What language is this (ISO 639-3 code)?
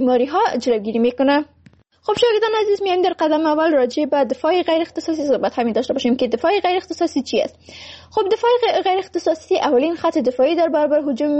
fas